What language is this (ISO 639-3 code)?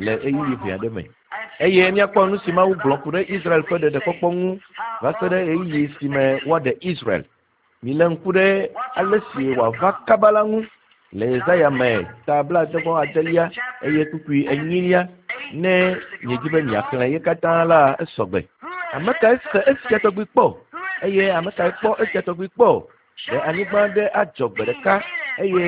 ewe